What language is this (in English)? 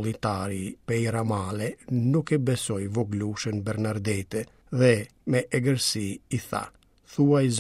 Albanian